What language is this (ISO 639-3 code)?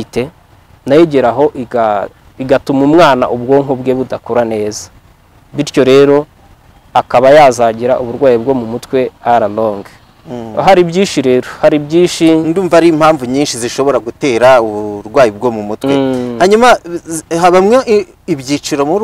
kin